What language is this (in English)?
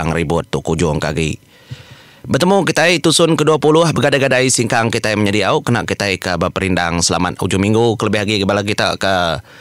Iban